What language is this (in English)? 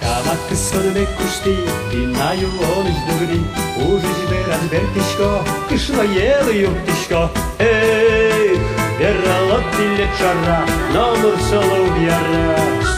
Udmurt